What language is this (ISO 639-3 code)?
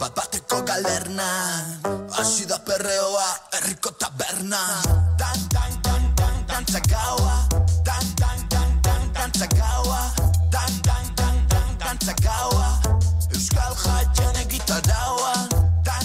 eus